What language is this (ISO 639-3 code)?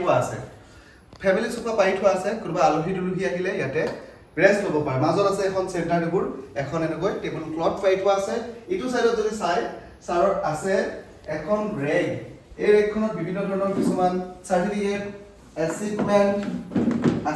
asm